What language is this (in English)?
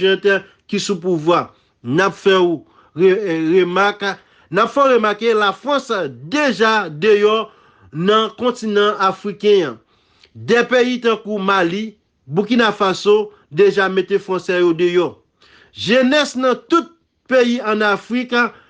Haitian Creole